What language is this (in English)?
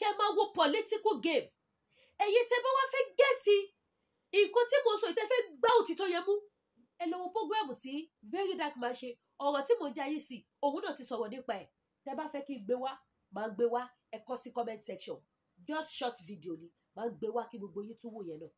Yoruba